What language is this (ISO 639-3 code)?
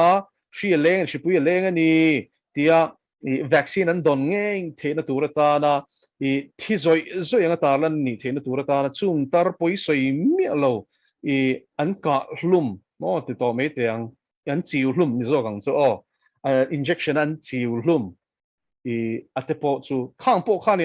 lus